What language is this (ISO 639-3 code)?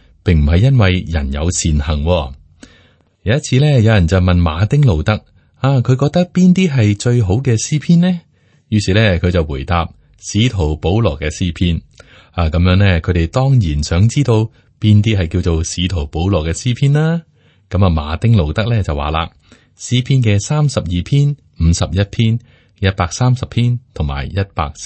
yue